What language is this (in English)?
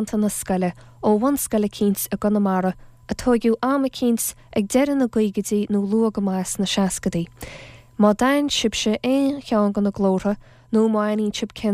Irish